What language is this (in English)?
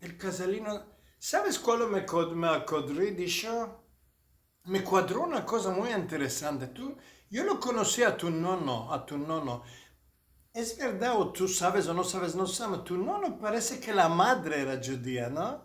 Ladino